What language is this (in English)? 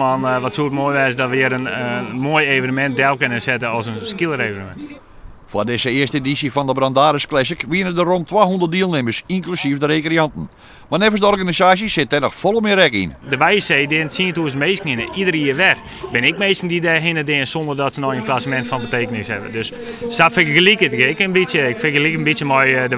Western Frisian